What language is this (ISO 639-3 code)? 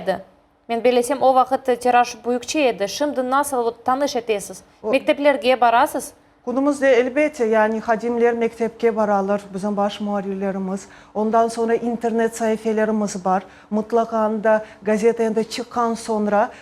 crh